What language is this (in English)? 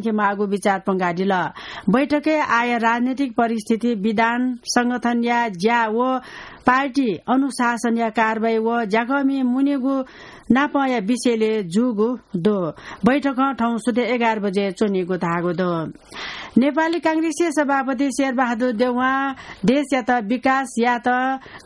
Newari